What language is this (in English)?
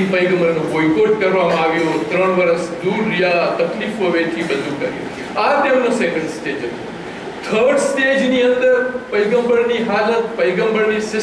Gujarati